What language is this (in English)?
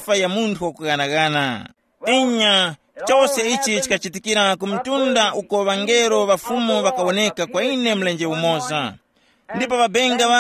Tumbuka